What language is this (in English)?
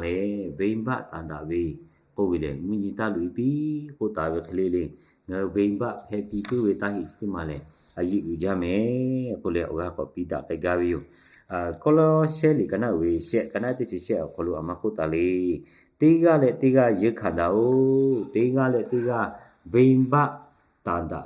Lahu